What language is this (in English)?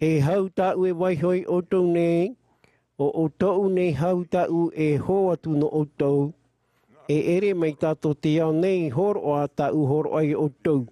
Tahitian